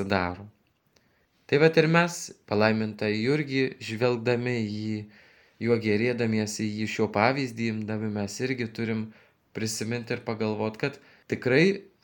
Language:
Lithuanian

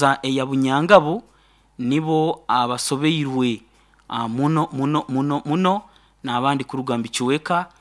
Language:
Nyoro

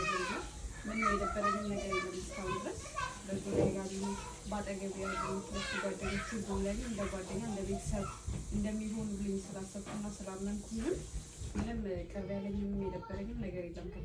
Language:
Amharic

